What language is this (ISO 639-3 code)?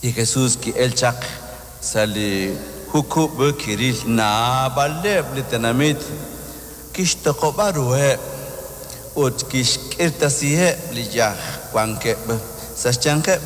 kek